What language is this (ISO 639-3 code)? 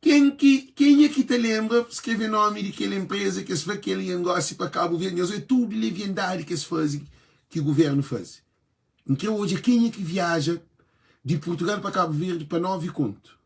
kea